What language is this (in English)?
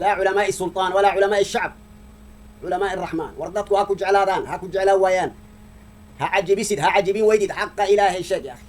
Somali